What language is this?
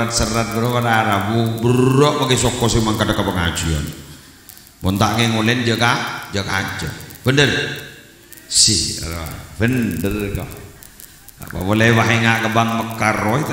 Madurese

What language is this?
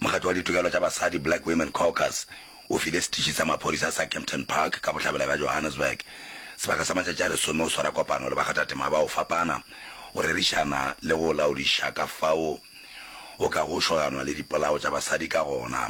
Northern Sotho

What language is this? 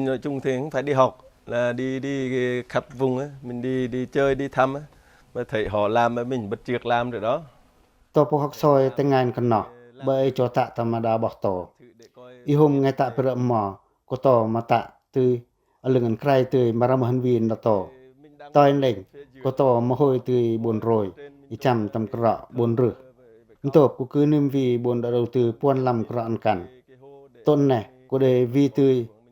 Pacoh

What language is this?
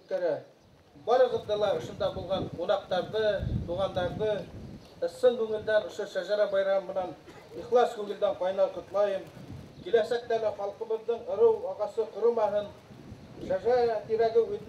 Bashkir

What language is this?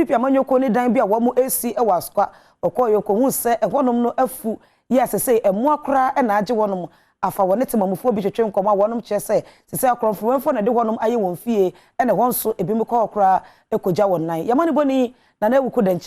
Akan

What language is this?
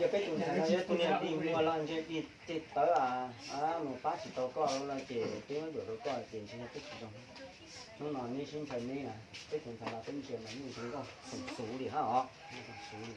Hmong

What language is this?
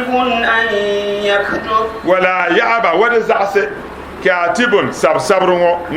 Dagbani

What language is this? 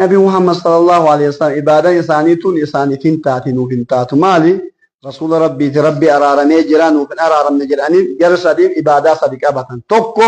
Oromo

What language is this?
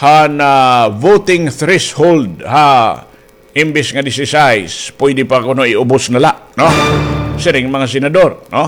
Waray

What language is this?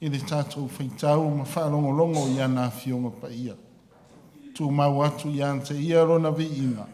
Samoan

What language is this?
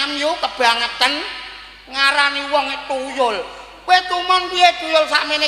Javanese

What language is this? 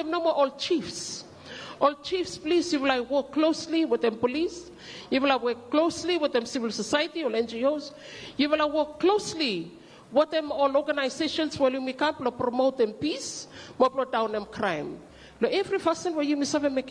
Bislama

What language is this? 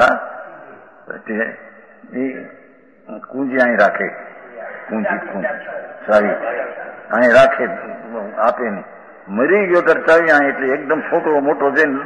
Hindi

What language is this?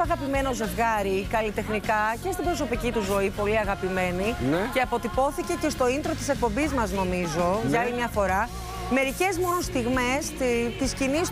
Greek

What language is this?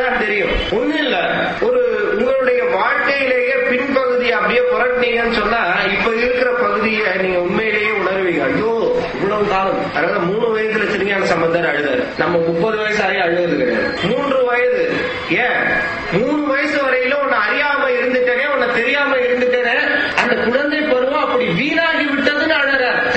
Tamil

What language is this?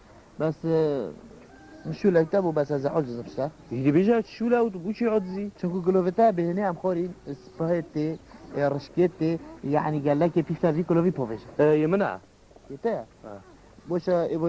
Kurdish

